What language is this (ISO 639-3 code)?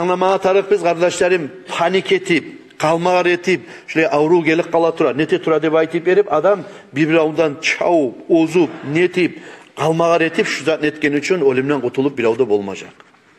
kum